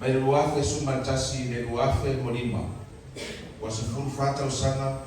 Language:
Samoan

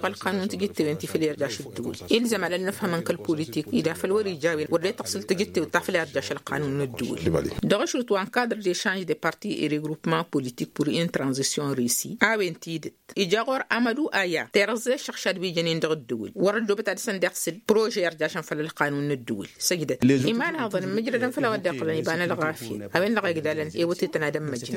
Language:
Tamasheq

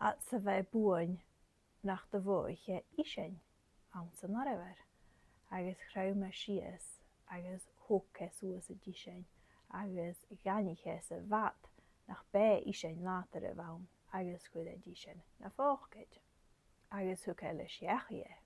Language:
Scottish Gaelic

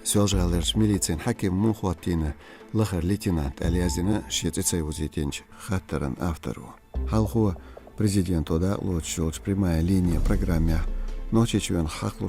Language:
Chechen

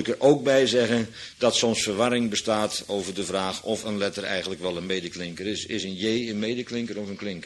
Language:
Dutch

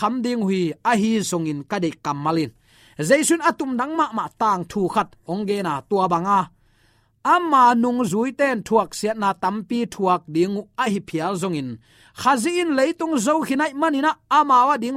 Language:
Tedim Chin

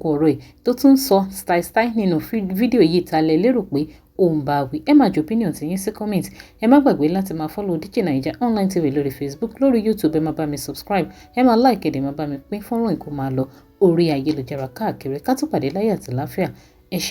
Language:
Yoruba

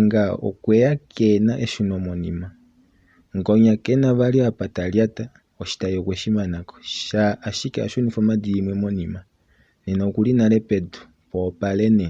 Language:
Kuanyama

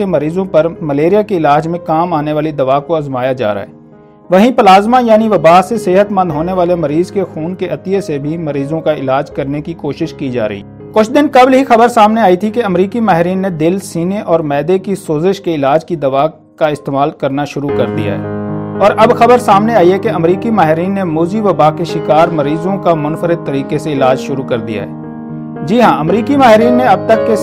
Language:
Urdu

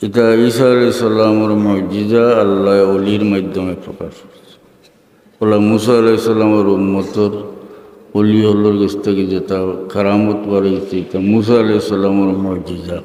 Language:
Sylheti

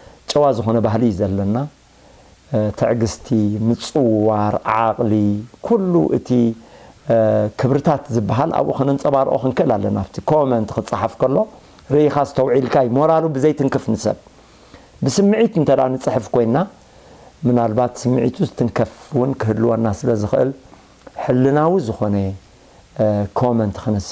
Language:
Tigrinya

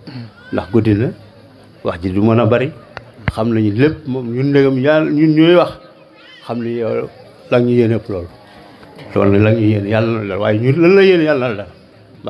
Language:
Wolof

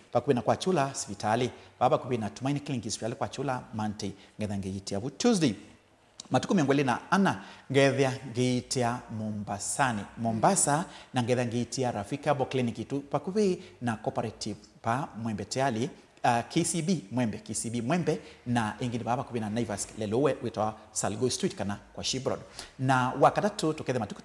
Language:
Kamba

